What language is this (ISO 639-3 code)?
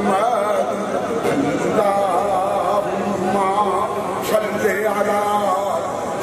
urd